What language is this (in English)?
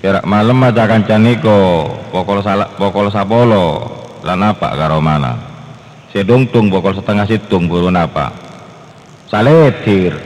Madurese